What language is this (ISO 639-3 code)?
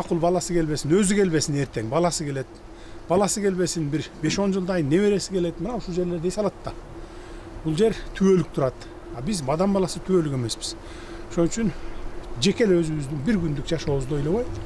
kir